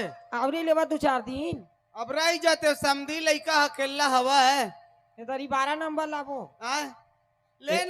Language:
Chhattisgarhi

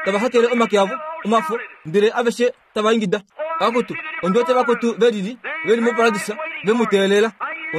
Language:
Kuanyama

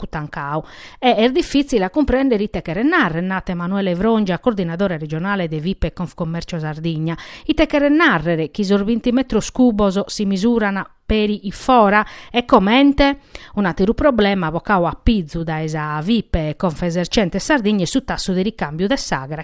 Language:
Sardinian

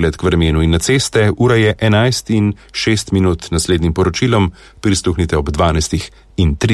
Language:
Slovenian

